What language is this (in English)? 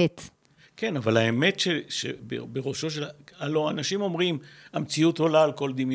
Hebrew